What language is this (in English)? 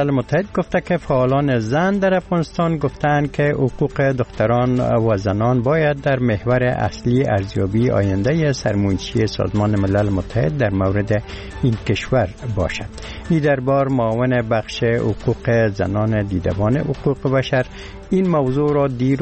Persian